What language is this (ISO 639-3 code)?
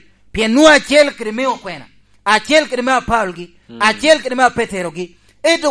laj